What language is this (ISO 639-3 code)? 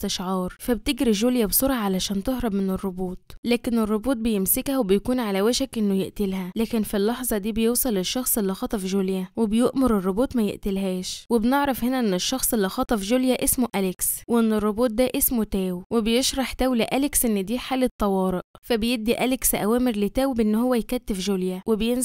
arz